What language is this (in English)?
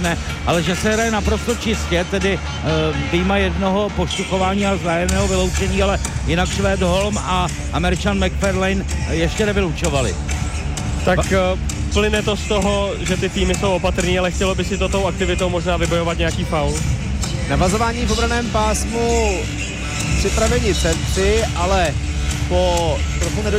Czech